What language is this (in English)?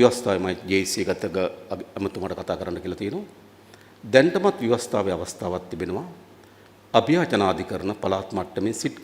Sinhala